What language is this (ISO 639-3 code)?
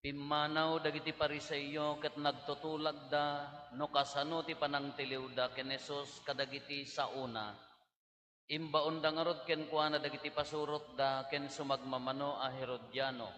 ilo